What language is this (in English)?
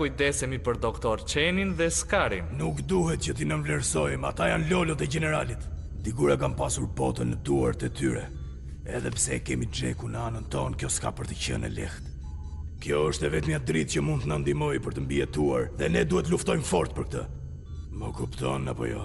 Albanian